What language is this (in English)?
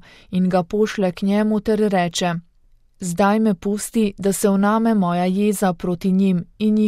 Slovenian